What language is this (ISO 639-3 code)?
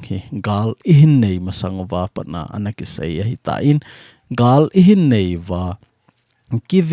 tcz